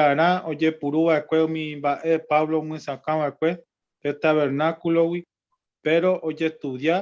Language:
Guarani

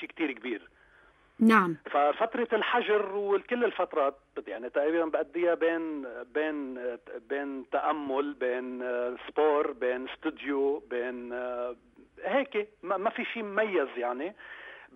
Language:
North Levantine Arabic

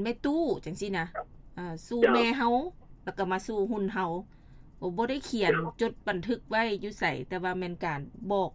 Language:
Lao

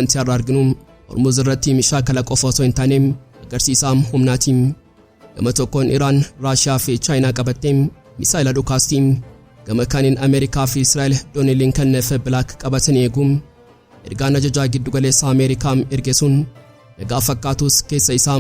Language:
Oromo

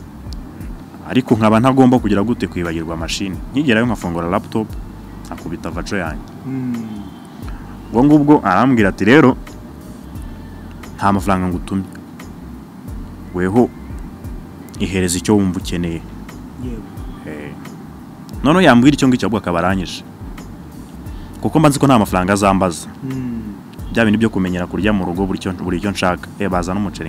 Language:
Kinyarwanda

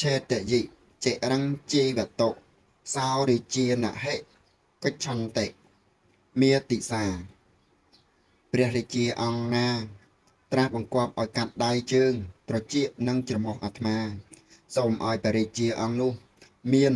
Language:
Khmer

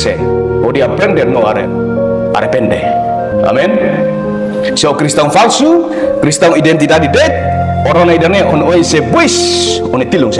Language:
Tetum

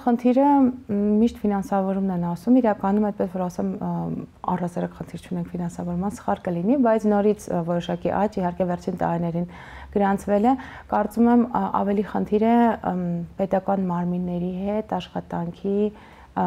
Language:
Armenian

